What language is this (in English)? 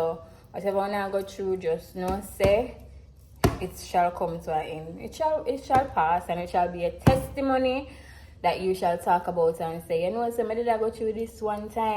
Jamaican Creole English